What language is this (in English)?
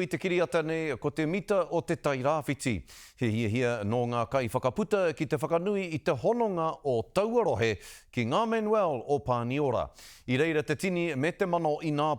Māori